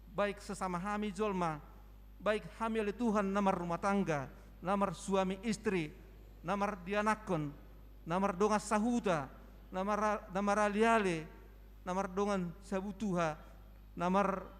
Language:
Batak Toba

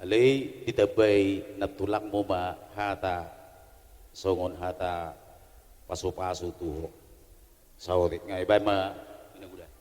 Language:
Batak Toba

